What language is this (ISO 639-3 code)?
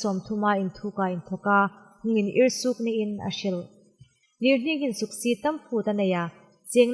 hmr